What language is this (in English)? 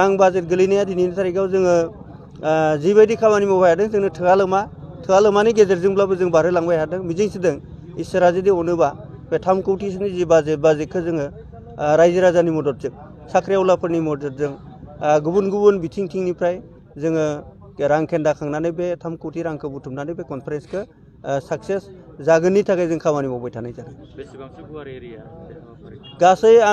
Bodo